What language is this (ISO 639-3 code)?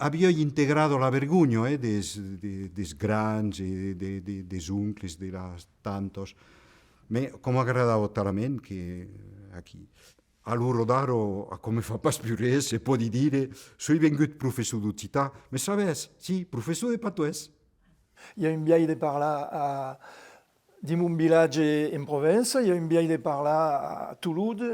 oci